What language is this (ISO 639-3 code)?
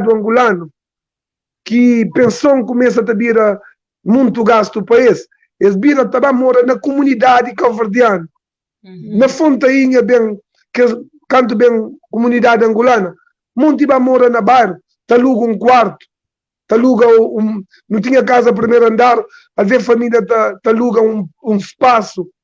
kea